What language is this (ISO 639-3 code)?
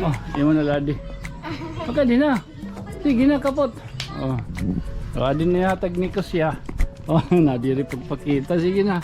war